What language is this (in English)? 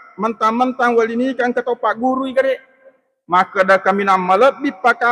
Buginese